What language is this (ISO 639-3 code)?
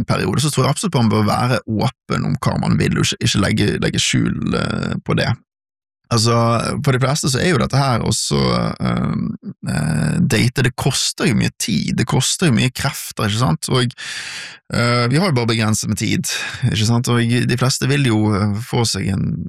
nor